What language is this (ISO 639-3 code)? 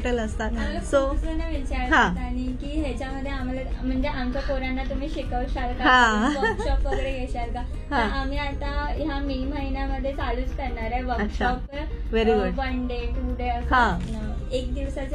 mar